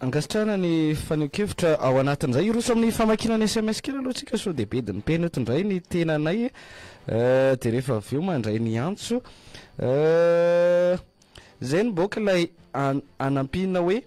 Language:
Malagasy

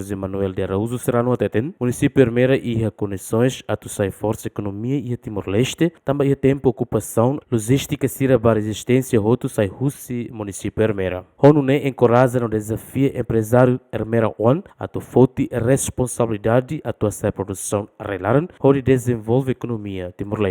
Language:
Tetum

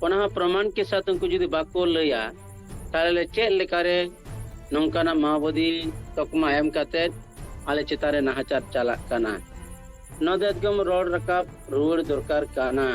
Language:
Santali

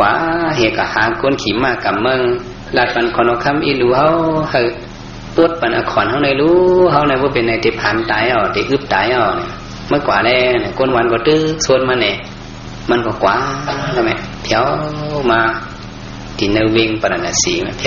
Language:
Shan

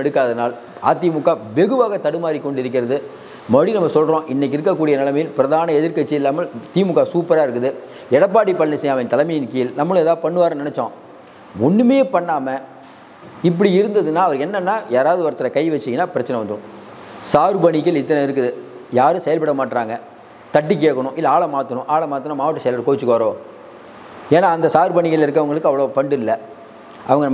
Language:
Tamil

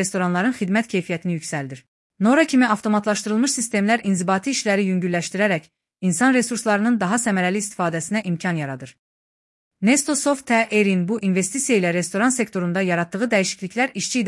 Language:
Azerbaijani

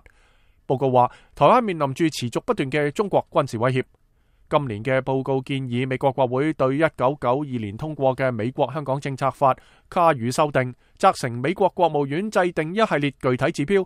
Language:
Cantonese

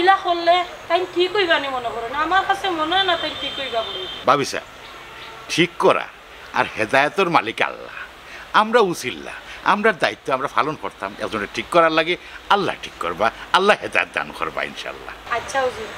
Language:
Sylheti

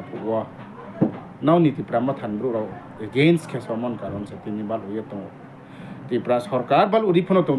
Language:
Riang (India)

